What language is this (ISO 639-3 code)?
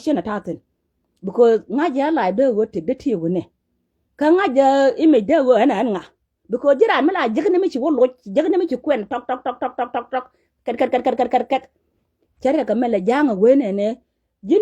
nus